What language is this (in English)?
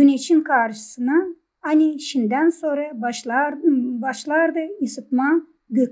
Gagauz